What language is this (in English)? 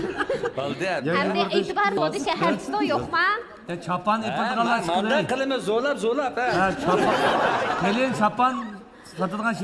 Uyghur